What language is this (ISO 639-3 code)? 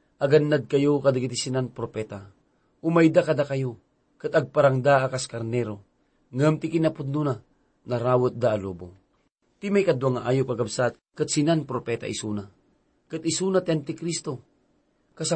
ilo